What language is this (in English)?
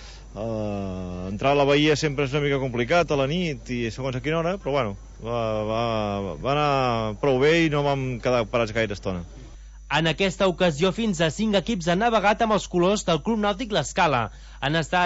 Catalan